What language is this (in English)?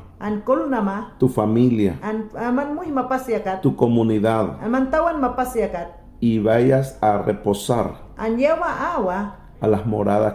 Mayangna